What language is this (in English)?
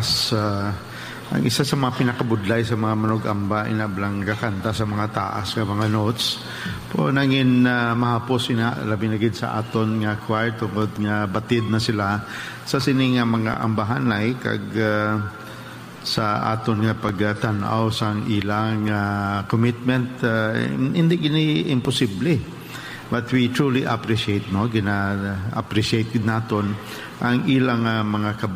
Hiligaynon